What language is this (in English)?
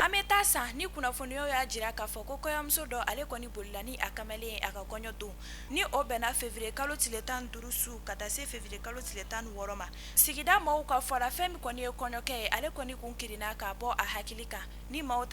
Bambara